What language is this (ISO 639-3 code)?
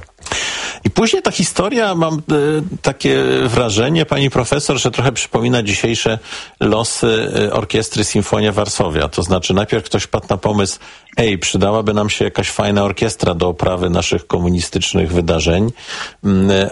pol